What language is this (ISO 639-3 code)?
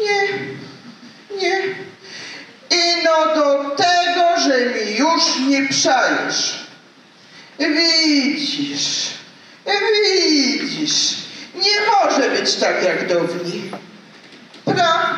szl